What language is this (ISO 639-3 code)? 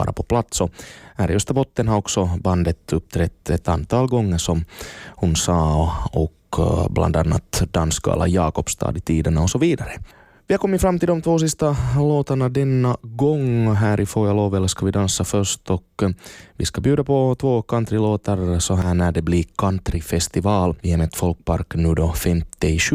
swe